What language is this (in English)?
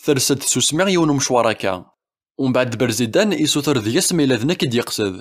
Kabyle